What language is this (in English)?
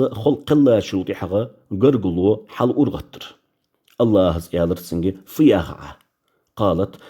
Ingush